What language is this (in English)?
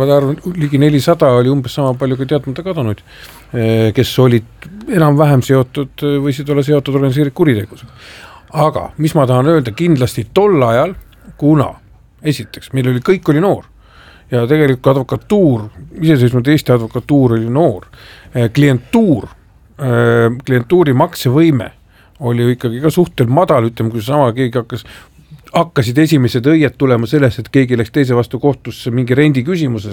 Estonian